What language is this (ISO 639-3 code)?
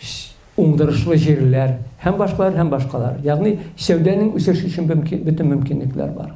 tat